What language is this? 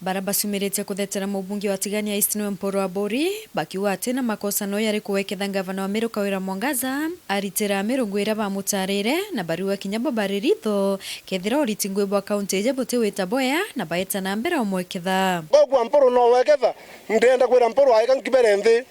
Meru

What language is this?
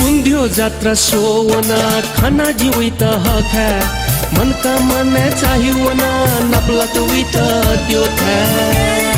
Newari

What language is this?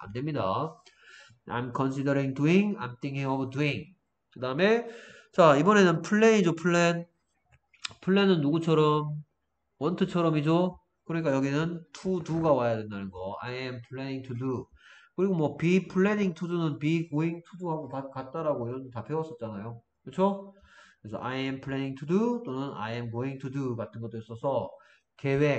Korean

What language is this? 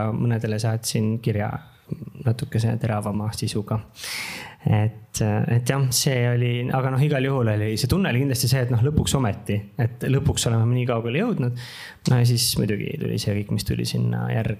Estonian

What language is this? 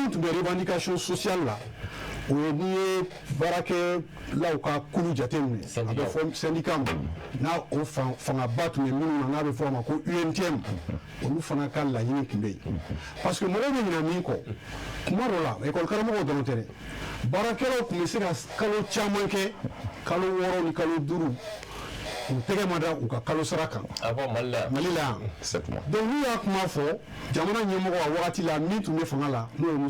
Bambara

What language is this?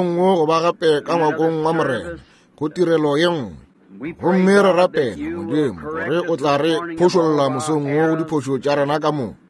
Northern Sotho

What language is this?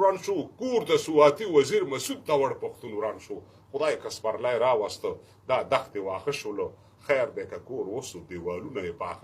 Pashto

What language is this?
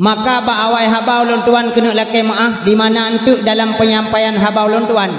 Achinese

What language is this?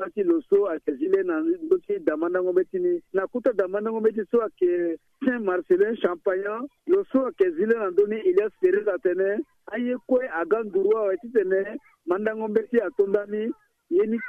Sango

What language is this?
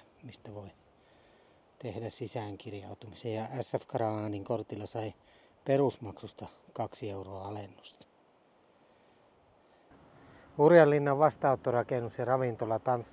Finnish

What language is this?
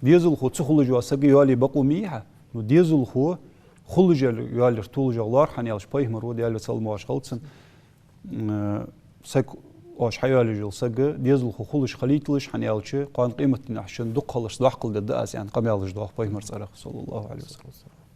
Ingush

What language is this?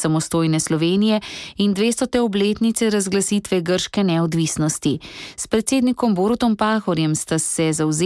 Slovenian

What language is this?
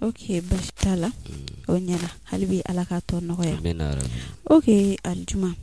Bambara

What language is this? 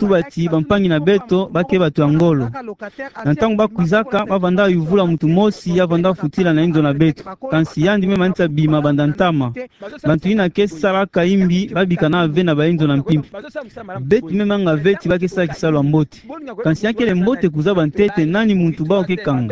Kituba (Democratic Republic of Congo)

